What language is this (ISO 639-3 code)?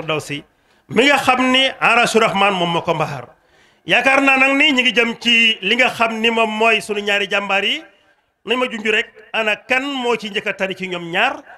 wol